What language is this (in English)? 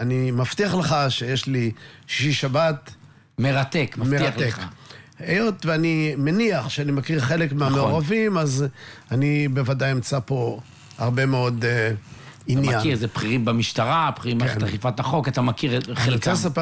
Hebrew